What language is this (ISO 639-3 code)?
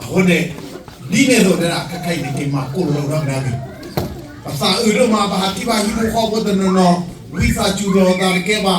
ksw